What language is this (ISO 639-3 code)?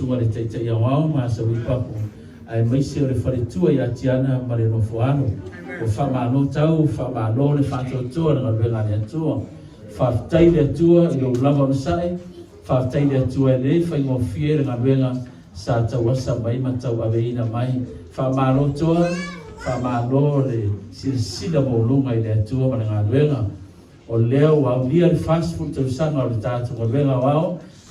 smo